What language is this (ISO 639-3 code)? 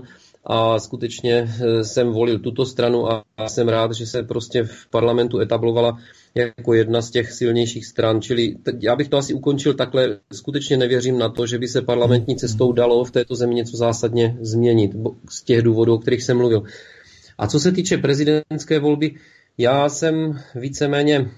ces